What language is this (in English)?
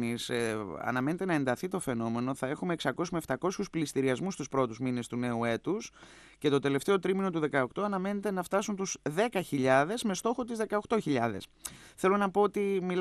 Greek